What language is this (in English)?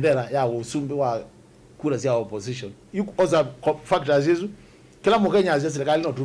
Kamba